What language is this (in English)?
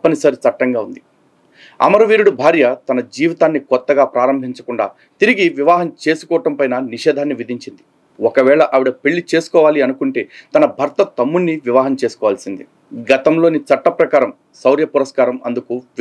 Telugu